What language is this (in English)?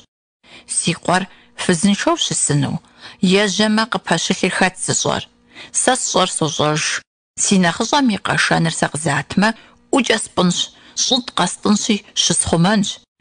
Kabardian